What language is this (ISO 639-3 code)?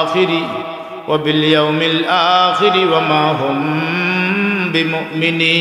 syl